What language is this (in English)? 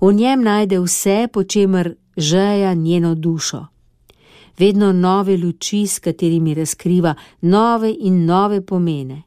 Slovenian